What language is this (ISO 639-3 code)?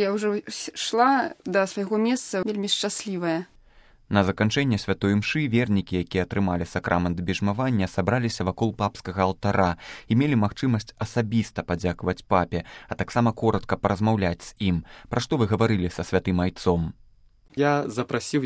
bel